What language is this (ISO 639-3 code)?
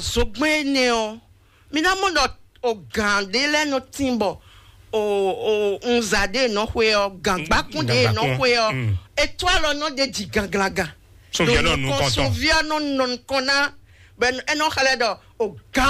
fon